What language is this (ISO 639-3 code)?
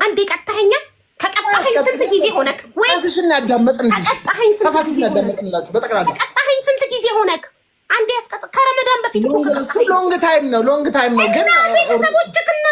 amh